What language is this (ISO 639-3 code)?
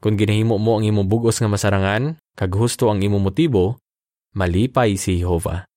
hil